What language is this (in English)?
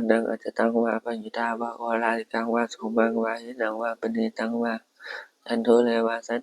Pali